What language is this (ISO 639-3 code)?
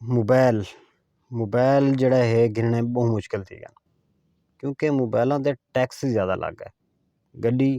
skr